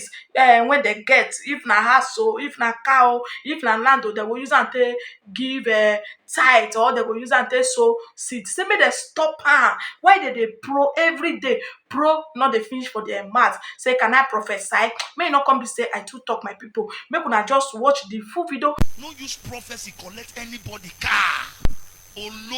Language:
Nigerian Pidgin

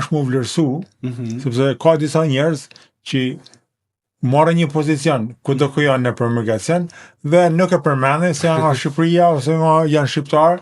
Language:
Albanian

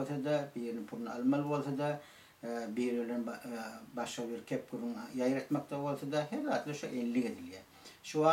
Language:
Turkmen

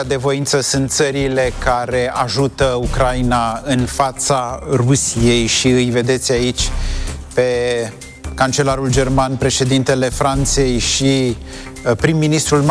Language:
Romanian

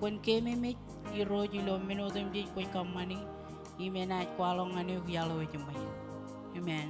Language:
Marshallese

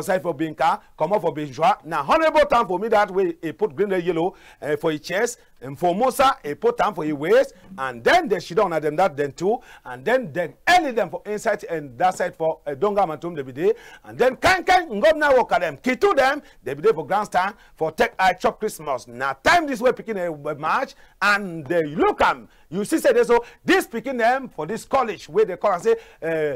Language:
Cameroon Pidgin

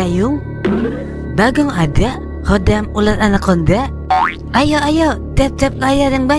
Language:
Betawi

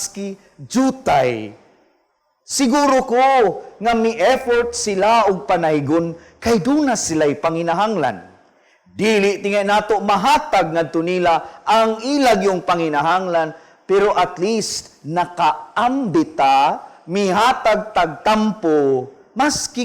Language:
Cebuano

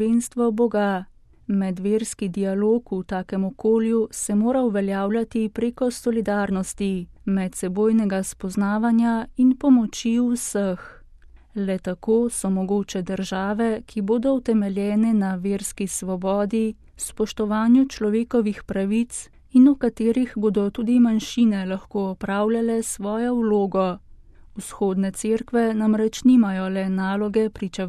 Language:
Slovenian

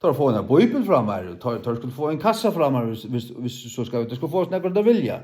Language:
Faroese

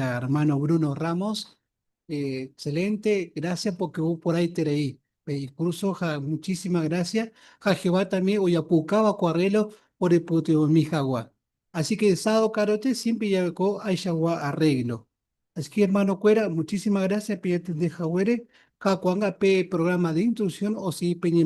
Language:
Guarani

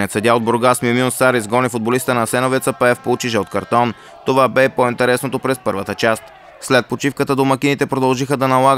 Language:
Bulgarian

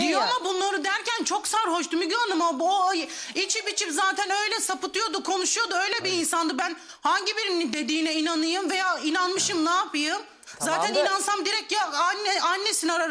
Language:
Turkish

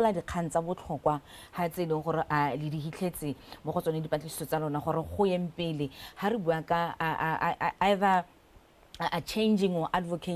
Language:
Tswana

